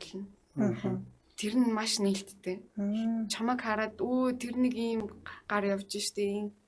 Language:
Mongolian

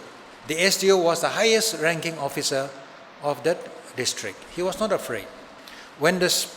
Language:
Tangkhul Naga (India)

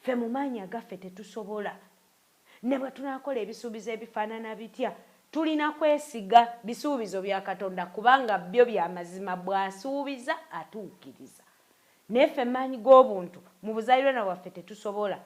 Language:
Ganda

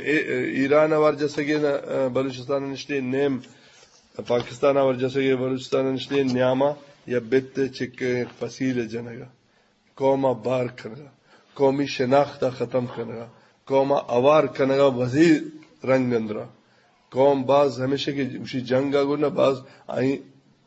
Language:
Eastern Balochi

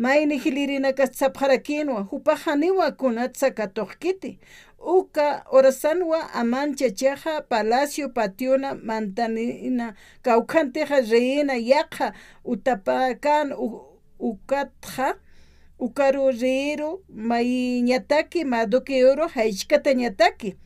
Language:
Aymara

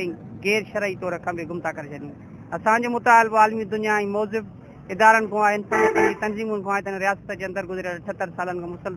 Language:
Sindhi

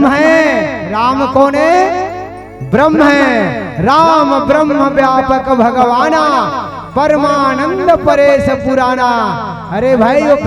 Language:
Chhattisgarhi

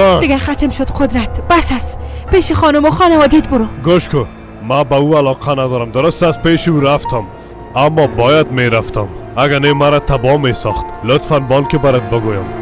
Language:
Persian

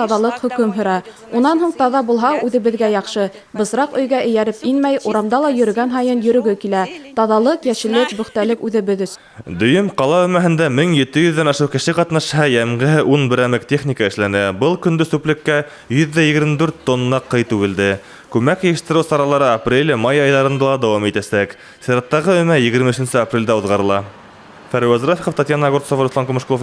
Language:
Bashkir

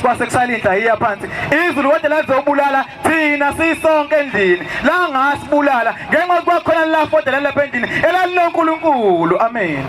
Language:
Zulu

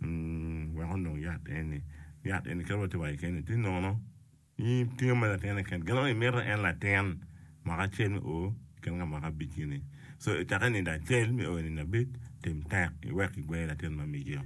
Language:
Acoli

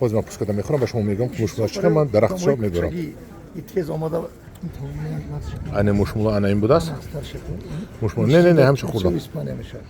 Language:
Tajik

